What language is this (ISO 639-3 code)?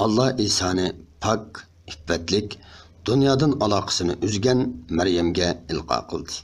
uig